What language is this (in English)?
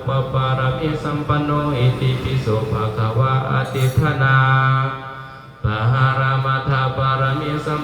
Pali